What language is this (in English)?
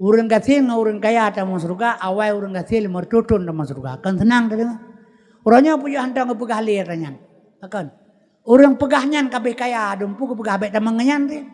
Achinese